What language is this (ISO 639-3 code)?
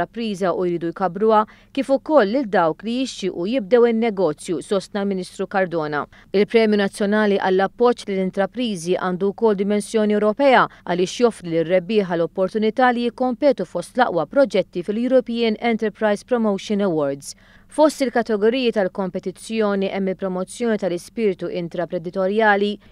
mlt